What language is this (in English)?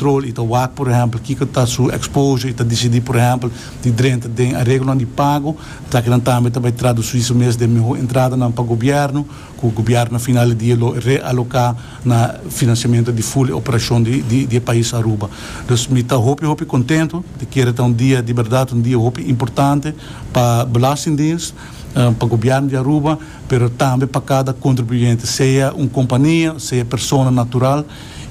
Papiamento